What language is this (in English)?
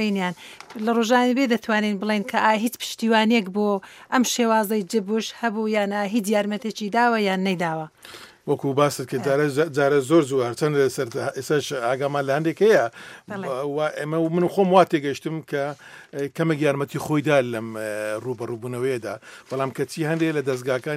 Central Kurdish